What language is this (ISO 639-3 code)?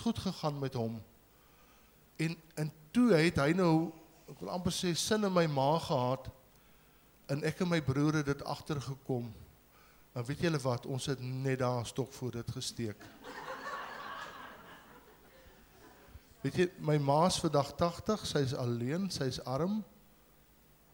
afr